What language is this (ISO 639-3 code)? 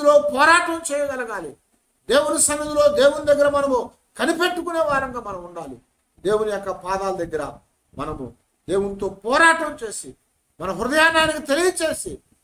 tel